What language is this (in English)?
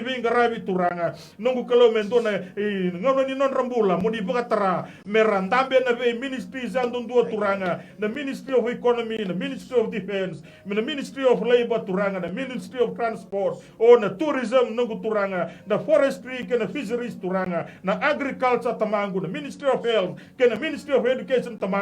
Fijian